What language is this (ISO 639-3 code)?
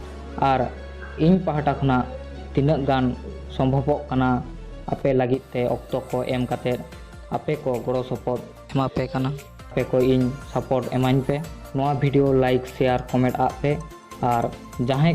sat